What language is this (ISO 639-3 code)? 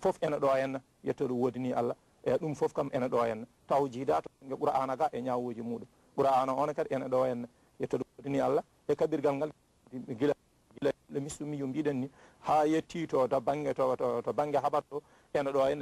ful